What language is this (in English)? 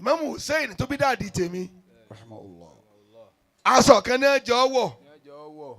Yoruba